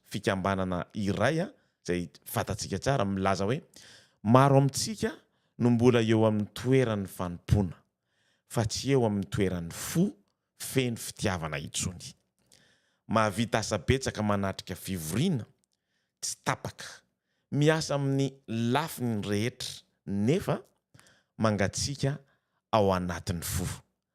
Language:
Malagasy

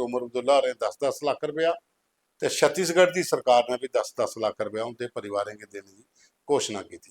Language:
Dogri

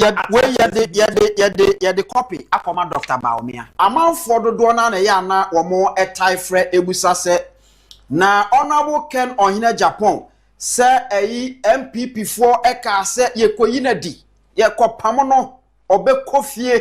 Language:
Akan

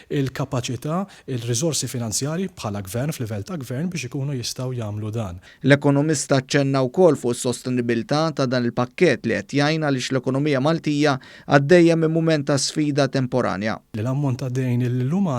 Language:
Maltese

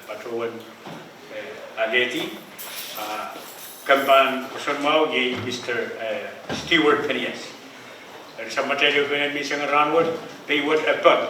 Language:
Pohnpeian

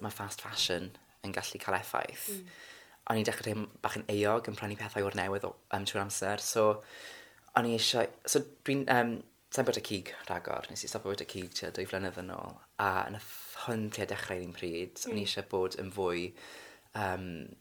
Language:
Welsh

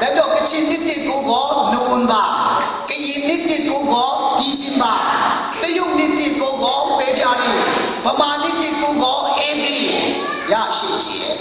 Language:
Kachin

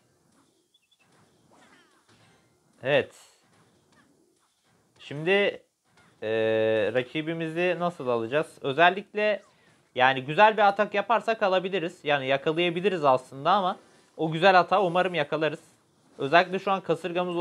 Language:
Turkish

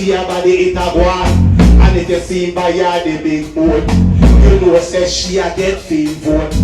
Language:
Jamaican Creole English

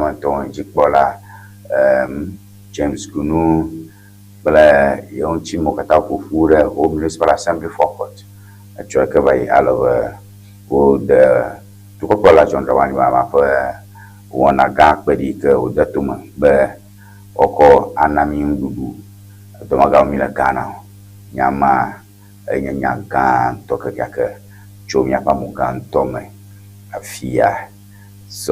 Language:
Ewe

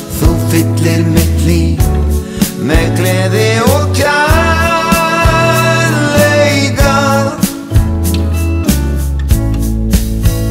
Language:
Icelandic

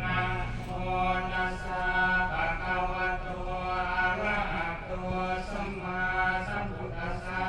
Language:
Pali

